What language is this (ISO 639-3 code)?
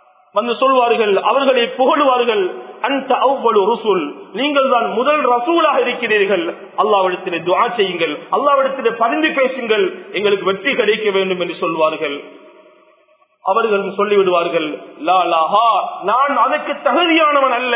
tam